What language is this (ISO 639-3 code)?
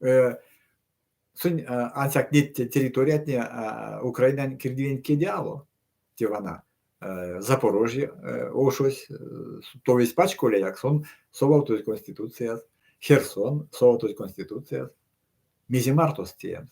myv